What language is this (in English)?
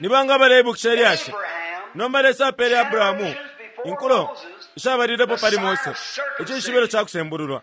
Bemba